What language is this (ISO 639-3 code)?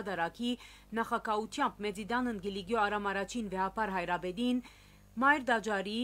hyw